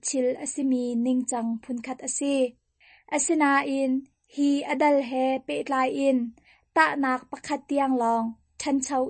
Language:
Hakha Chin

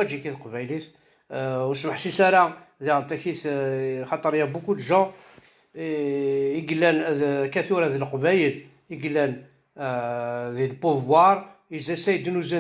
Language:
Kabyle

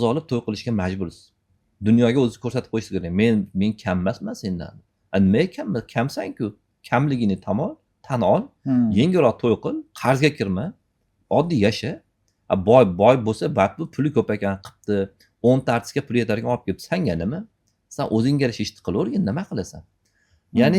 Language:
Uzbek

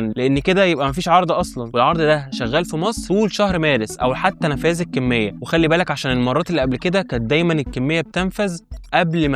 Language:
Egyptian Arabic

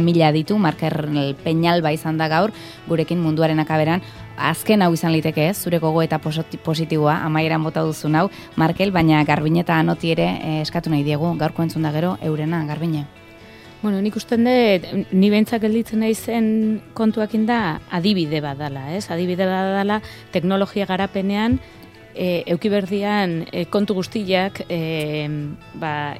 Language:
Basque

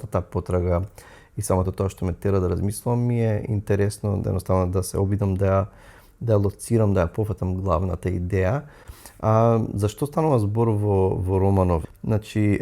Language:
Macedonian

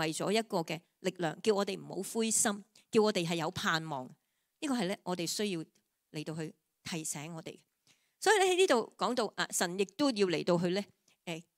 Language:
Cantonese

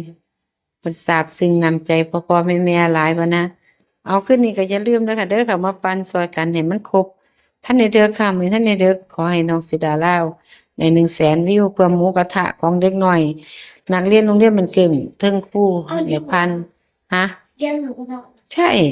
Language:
Northeastern Thai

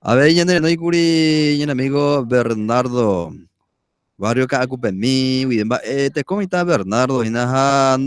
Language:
Guarani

